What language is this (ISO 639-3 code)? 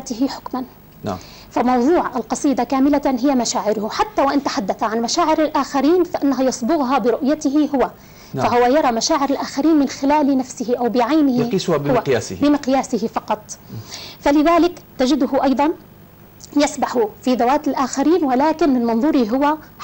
ara